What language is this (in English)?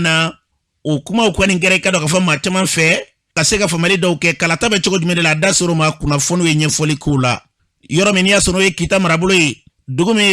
Bambara